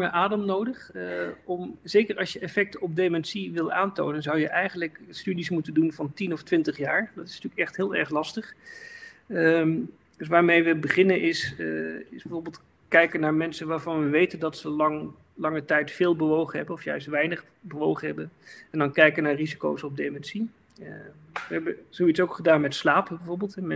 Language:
Dutch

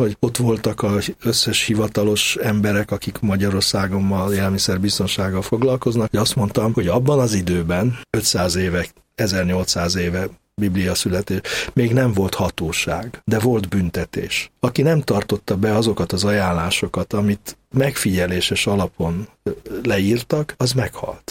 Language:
Hungarian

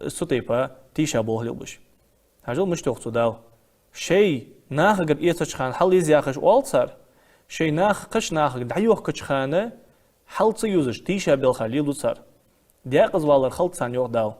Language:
Ingush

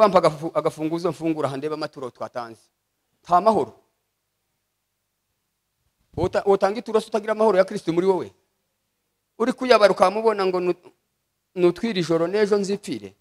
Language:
Kinyarwanda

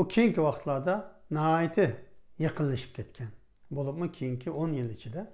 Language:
Uyghur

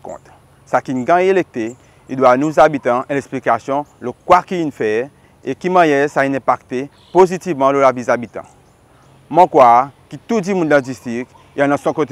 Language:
Seselwa Creole French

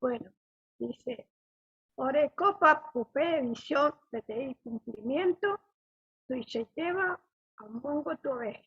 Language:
Guarani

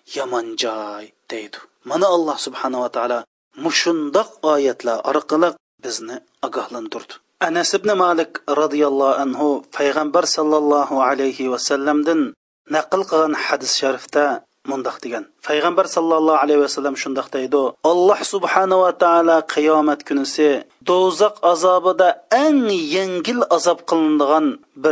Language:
Uyghur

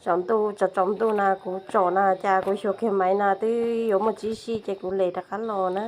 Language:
Hmong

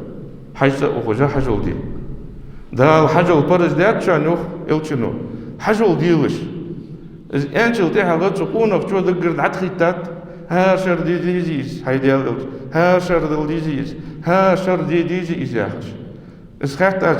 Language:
Ingush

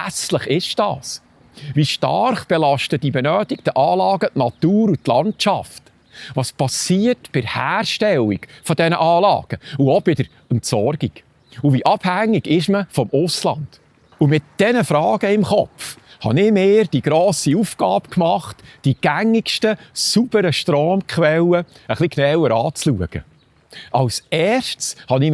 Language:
Swiss German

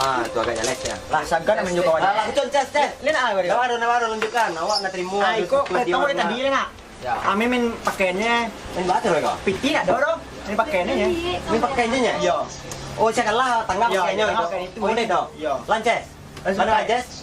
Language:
Minangkabau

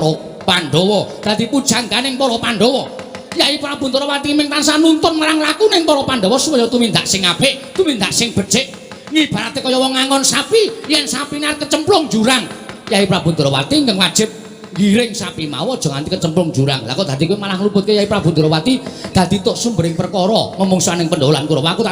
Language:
Javanese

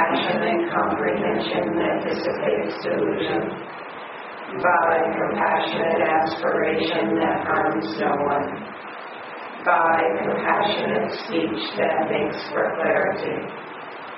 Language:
English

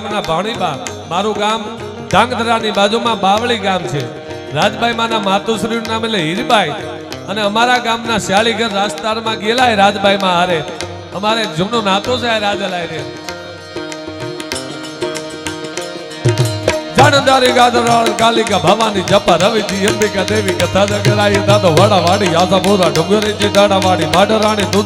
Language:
Gujarati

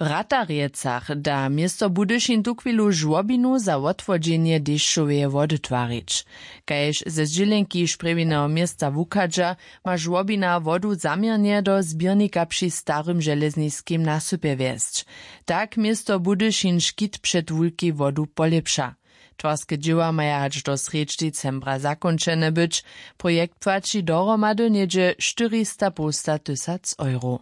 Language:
Upper Sorbian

